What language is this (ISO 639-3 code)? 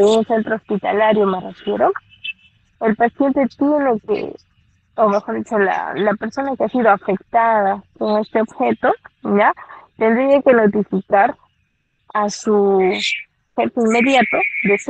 spa